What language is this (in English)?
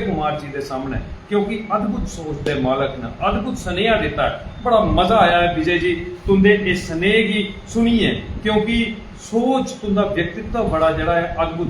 Dogri